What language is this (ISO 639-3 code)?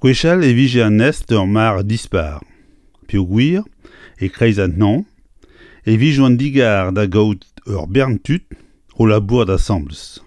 bre